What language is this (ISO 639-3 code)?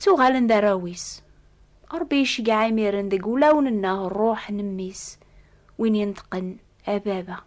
kab